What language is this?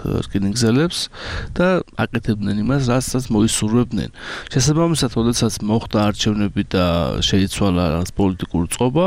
Georgian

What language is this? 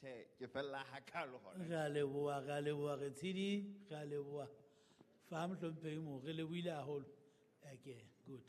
Southern Sotho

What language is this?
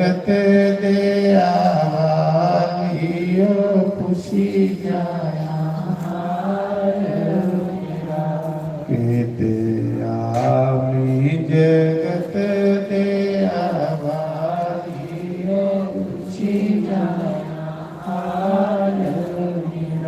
Dogri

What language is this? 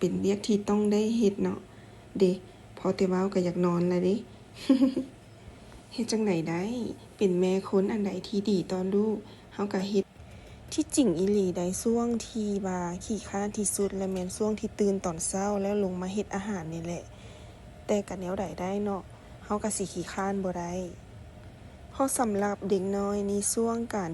Lao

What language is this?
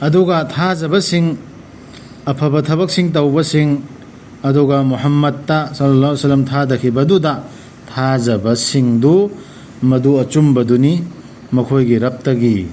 Manipuri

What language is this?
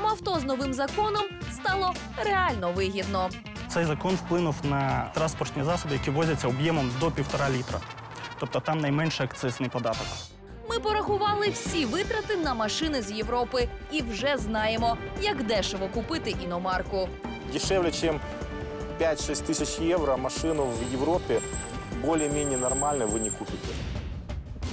Ukrainian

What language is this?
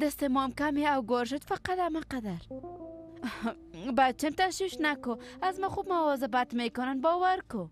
Persian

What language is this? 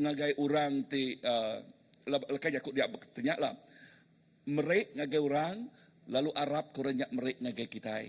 Iban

